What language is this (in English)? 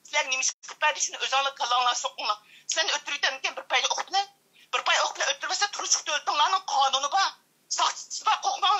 Uyghur